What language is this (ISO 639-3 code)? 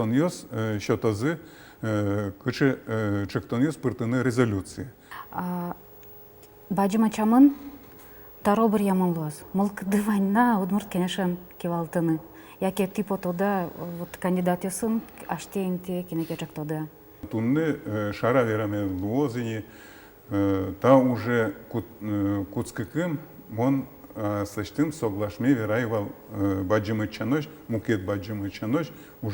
udm